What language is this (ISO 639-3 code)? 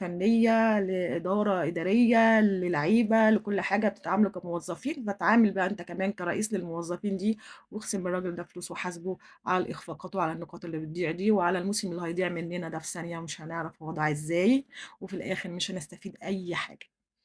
arz